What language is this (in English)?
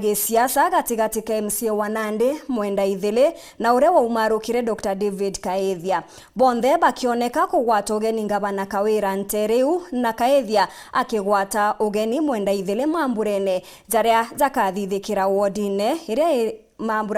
Meru